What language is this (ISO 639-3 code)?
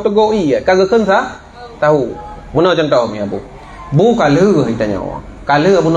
ace